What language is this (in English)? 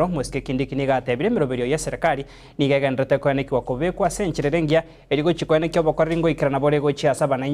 Gusii